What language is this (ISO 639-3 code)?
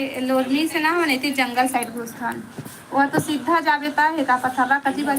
hne